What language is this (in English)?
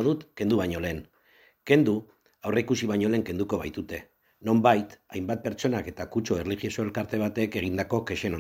Basque